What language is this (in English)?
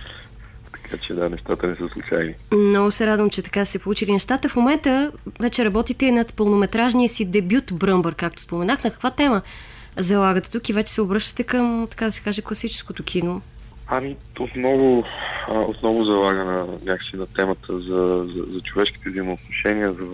Bulgarian